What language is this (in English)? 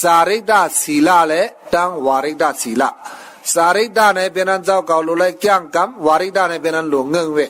Shan